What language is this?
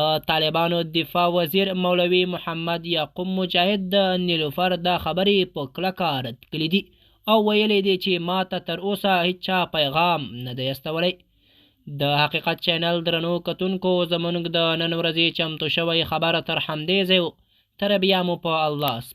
Pashto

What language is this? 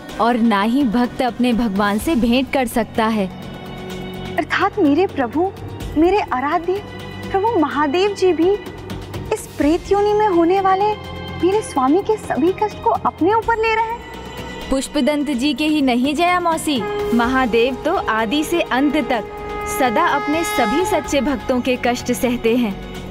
Hindi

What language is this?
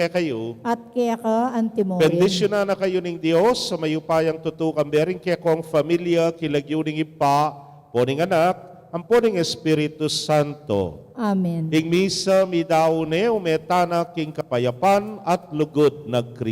Pampanga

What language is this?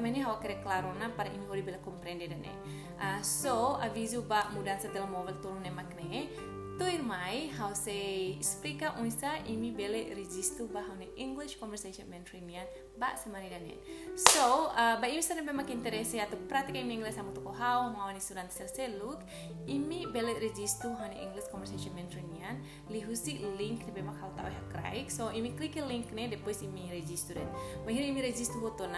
Tetum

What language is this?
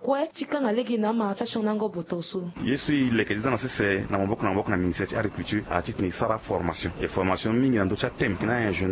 Sango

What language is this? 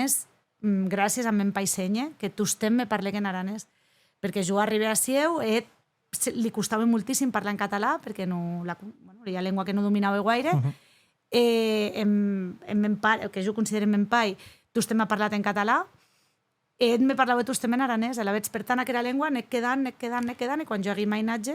Occitan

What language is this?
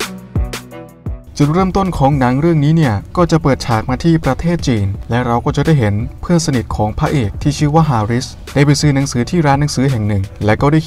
Thai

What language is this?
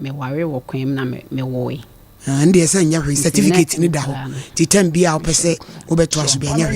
Akan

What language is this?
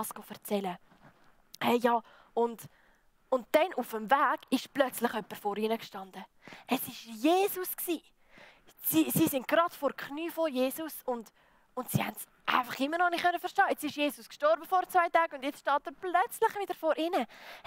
Swiss German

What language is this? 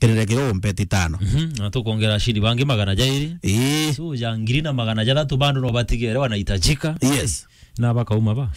Meru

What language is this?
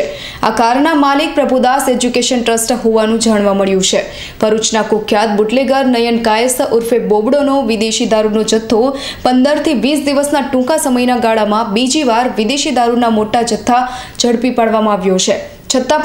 Gujarati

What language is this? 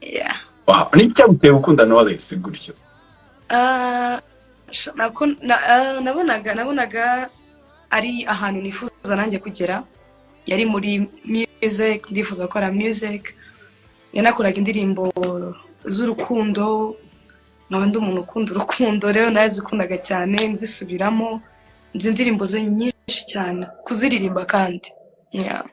Kinyarwanda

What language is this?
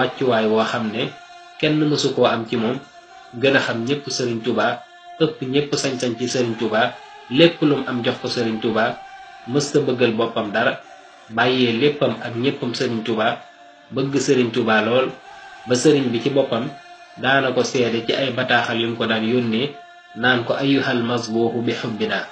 Wolof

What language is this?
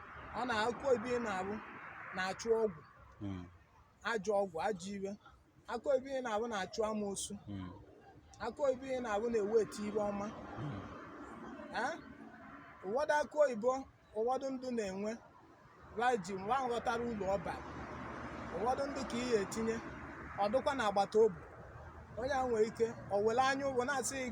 Igbo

